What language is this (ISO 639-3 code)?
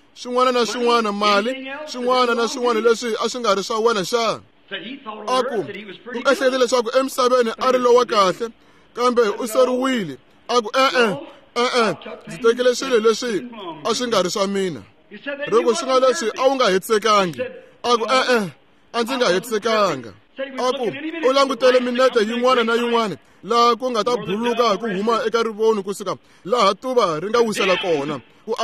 tso